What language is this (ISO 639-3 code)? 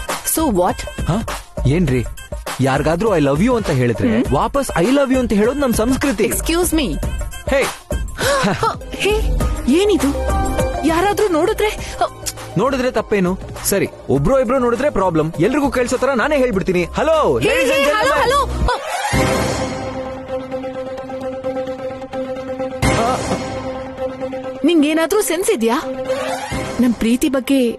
kan